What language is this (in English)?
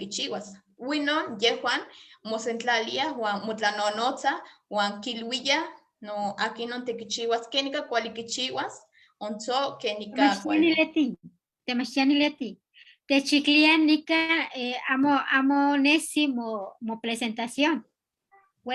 Eastern Huasteca Nahuatl